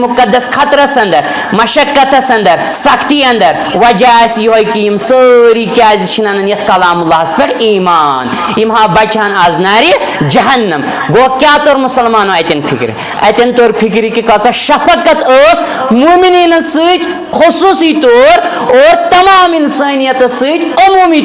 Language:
Kashmiri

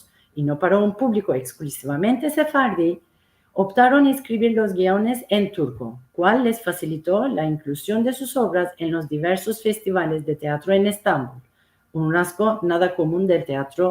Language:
Ladino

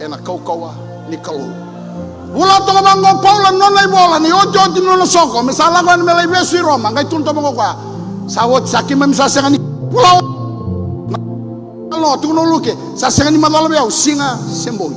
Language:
Fijian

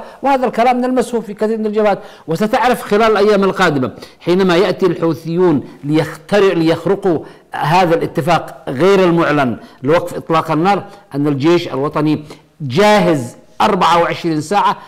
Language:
Arabic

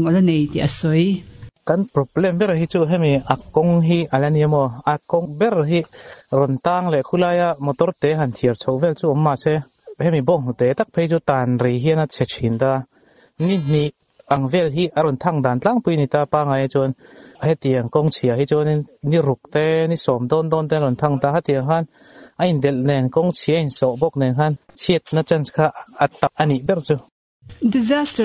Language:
Mizo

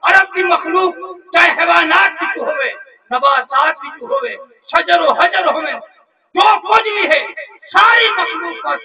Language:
Saraiki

